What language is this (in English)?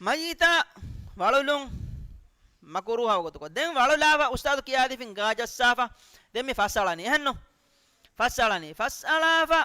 Divehi